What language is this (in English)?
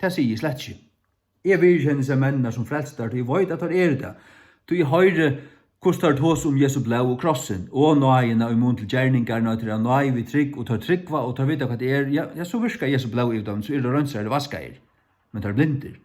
Faroese